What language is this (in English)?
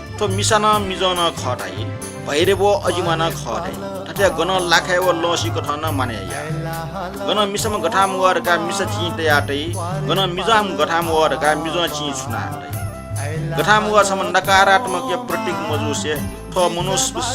Newari